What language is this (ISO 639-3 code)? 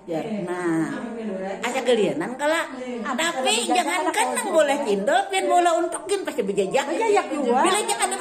bjn